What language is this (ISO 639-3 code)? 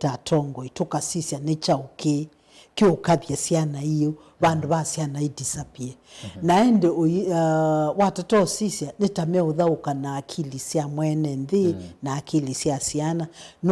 kam